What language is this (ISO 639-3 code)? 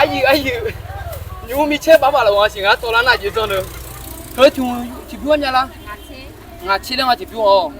ahk